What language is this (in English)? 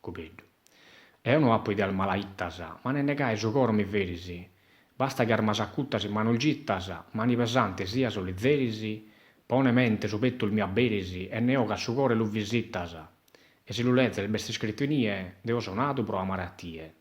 Sardinian